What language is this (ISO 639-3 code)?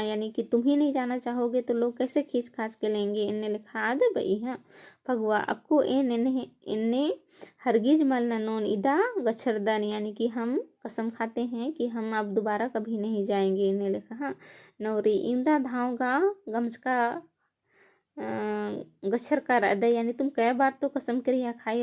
kru